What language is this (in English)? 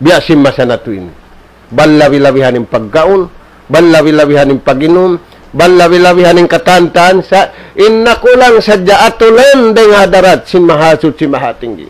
Tausug